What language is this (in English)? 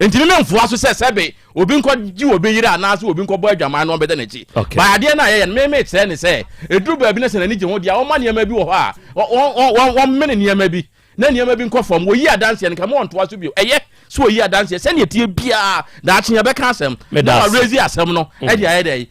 Akan